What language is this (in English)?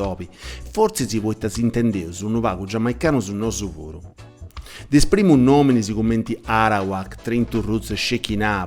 Sardinian